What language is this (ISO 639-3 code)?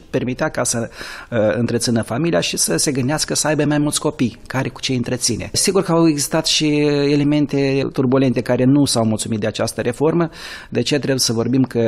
ron